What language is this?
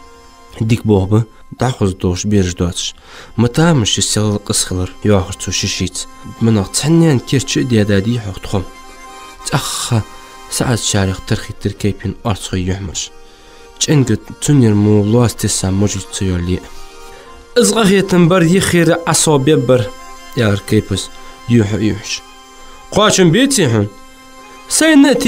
Ingush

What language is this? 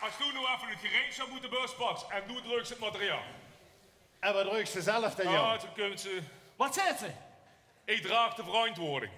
Limburgish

